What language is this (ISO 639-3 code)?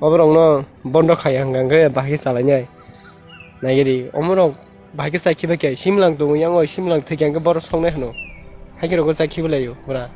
ria